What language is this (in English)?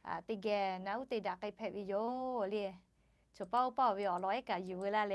Lahu